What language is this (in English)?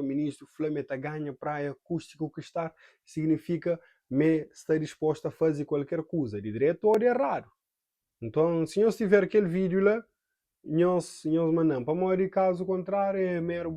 Kabuverdianu